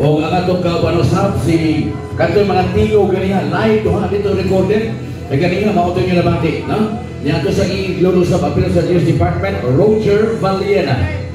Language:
Cebuano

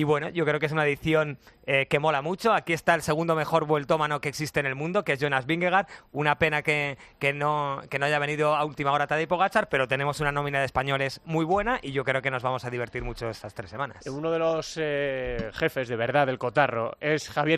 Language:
Spanish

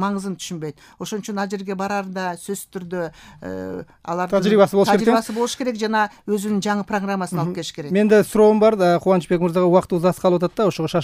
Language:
Kyrgyz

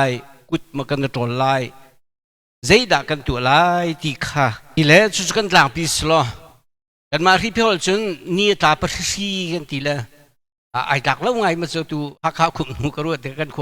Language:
Hakha Chin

